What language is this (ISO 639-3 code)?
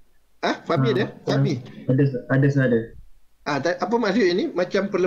msa